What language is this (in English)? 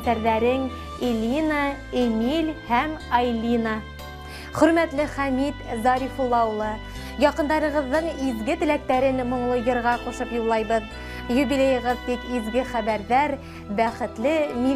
Bashkir